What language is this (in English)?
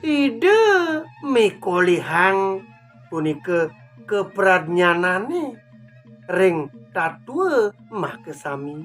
Balinese